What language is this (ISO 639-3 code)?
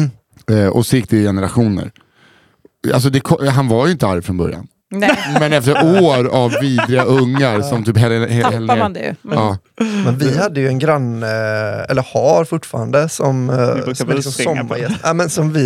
swe